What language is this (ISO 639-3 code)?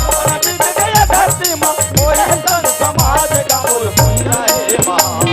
hne